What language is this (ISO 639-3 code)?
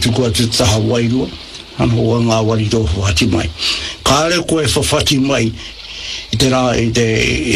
mri